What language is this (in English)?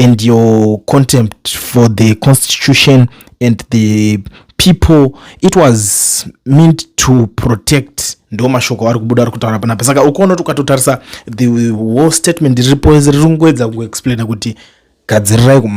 Shona